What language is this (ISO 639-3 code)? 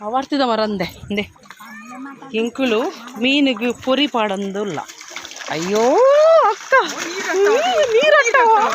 tcy